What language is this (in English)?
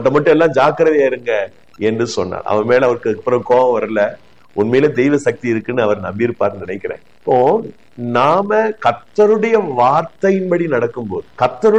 Tamil